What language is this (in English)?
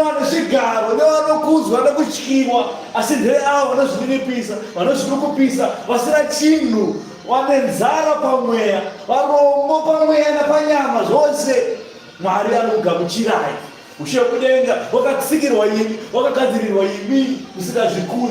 Shona